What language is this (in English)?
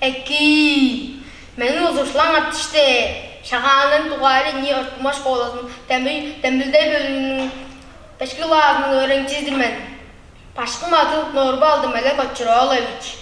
Tuvinian